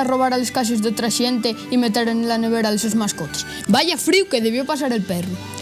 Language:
Asturian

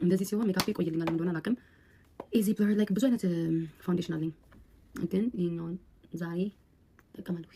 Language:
Amharic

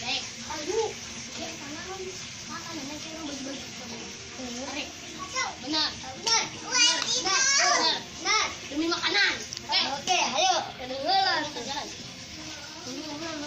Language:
Sundanese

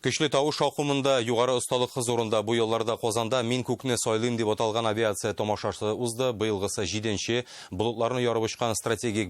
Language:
Tatar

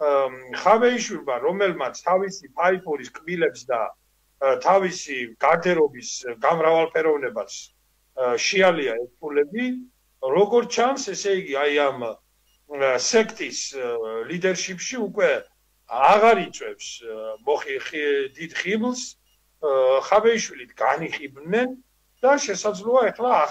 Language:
Georgian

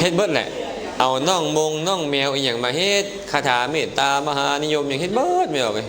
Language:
Lao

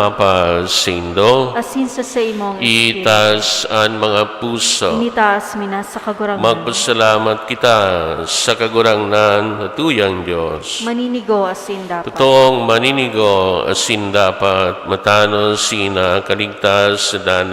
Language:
Bikol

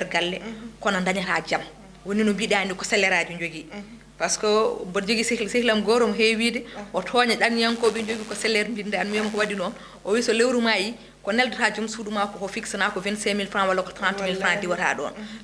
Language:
Fula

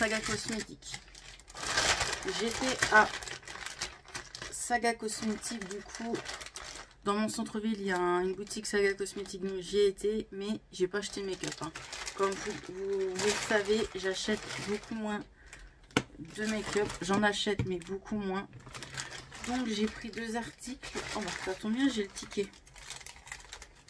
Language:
French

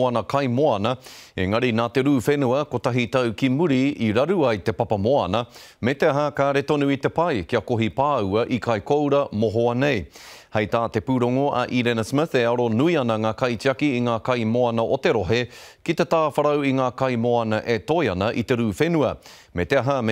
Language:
Māori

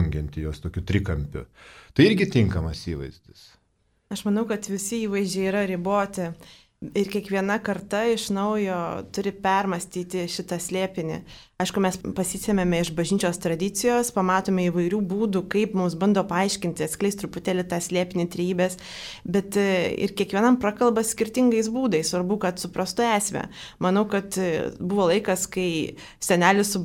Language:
Lithuanian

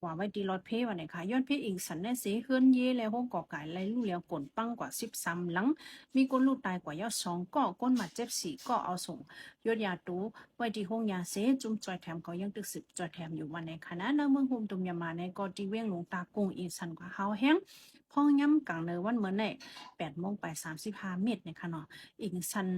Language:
Shan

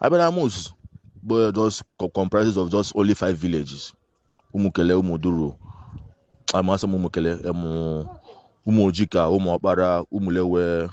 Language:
Igbo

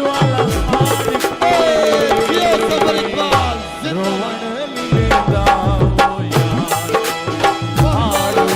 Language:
Saraiki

